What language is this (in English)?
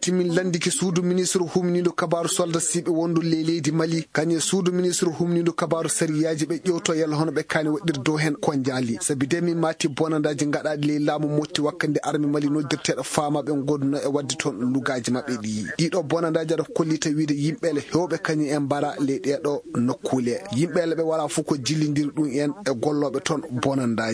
Maasina Fulfulde